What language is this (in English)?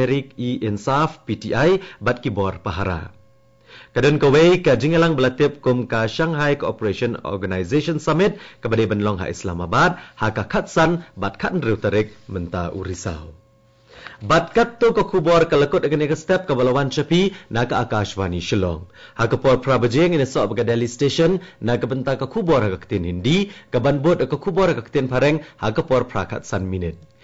Khasi